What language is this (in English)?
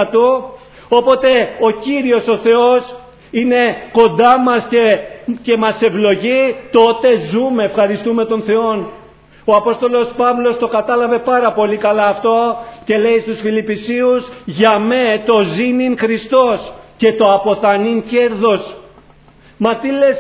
Greek